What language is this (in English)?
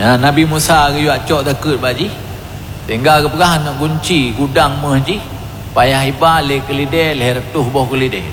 Achinese